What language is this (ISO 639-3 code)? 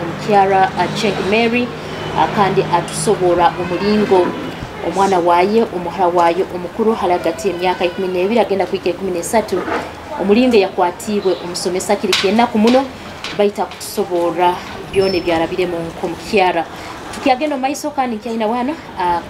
nyo